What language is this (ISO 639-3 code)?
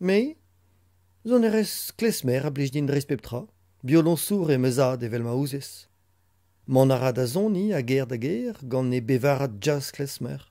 bre